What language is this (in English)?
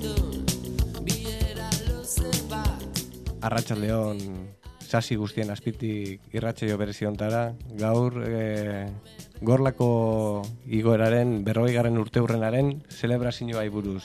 Basque